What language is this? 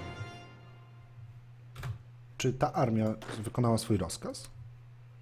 Polish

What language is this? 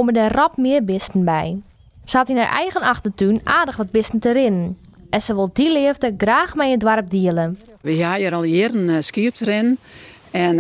Western Frisian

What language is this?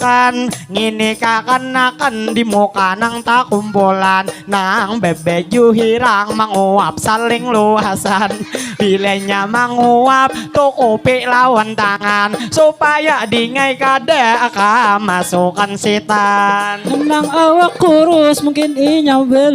Banjar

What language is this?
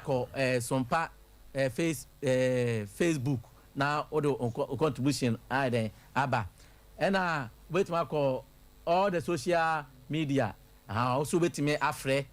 Akan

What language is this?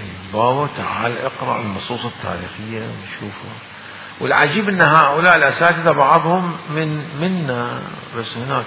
Mesopotamian Arabic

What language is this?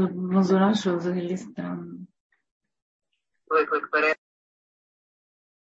Ukrainian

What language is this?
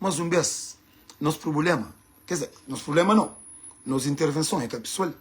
Kabuverdianu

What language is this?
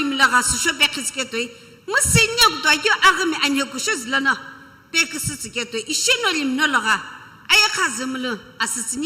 Sumi Naga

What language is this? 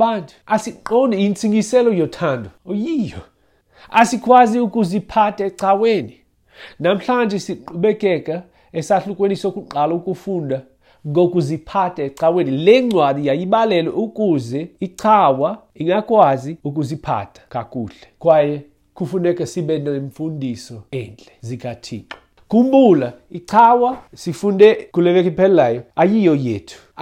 Xhosa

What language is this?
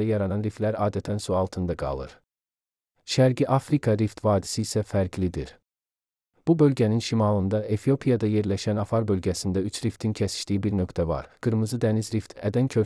Azerbaijani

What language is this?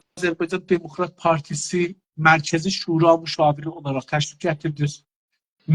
South Azerbaijani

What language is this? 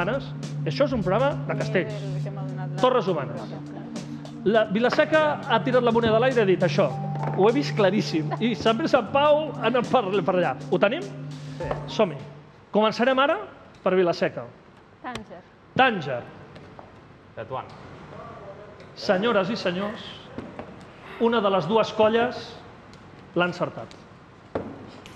Catalan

